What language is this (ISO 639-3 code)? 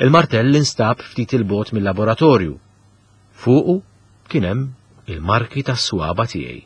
mlt